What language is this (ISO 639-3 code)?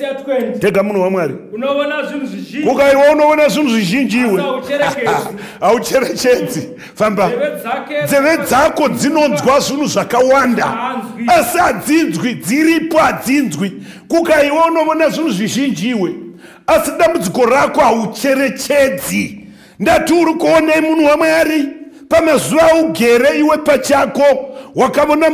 sna